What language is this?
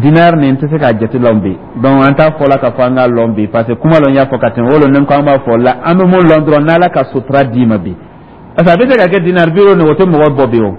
Dyula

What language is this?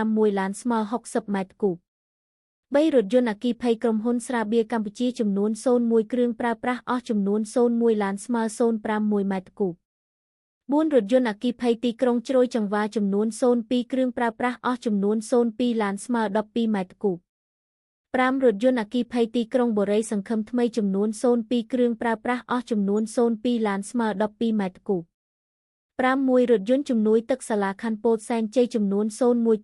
Khmer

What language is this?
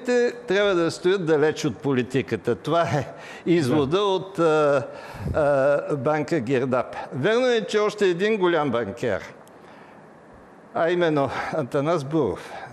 Bulgarian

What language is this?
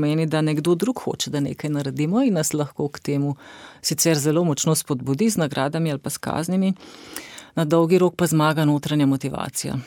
Slovenian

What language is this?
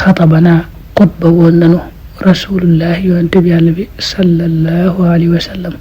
Wolof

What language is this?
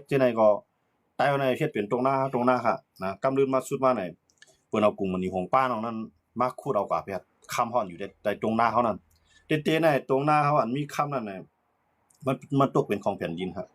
Shan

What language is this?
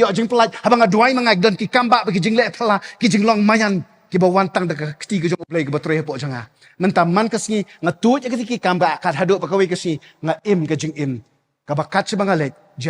Khasi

